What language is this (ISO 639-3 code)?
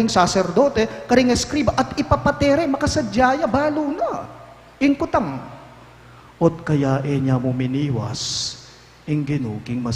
pam